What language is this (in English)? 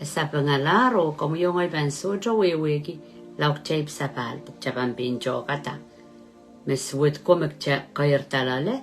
Pohnpeian